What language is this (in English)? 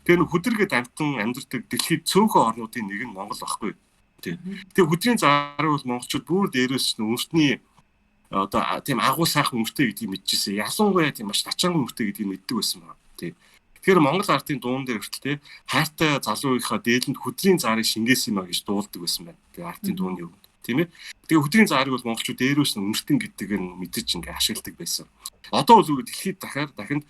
Mongolian